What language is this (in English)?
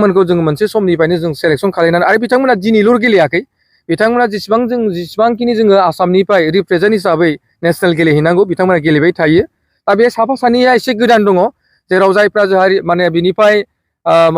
Bodo